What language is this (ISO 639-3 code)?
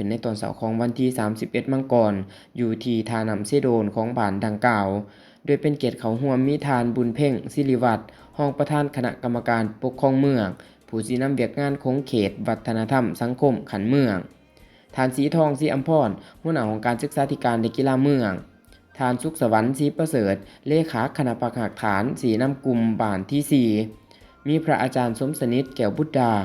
lao